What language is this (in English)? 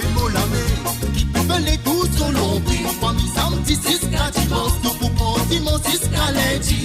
Morisyen